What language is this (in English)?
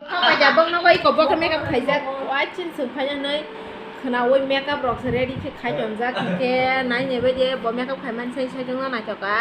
Kok Borok